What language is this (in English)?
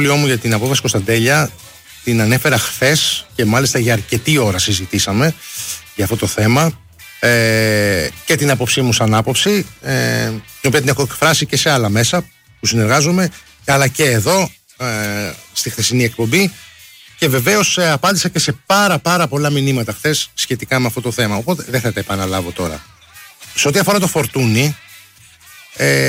Greek